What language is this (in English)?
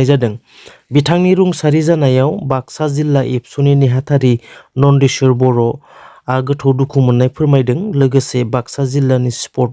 Bodo